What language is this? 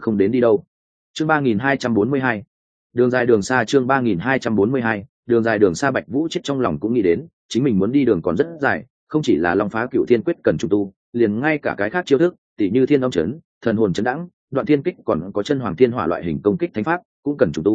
Vietnamese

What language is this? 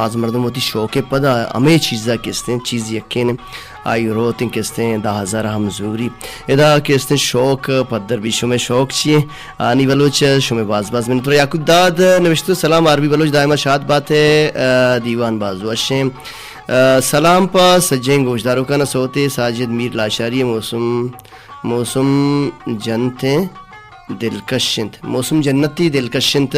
Baluchi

